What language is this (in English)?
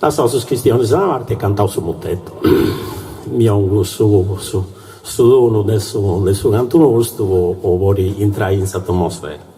Sardinian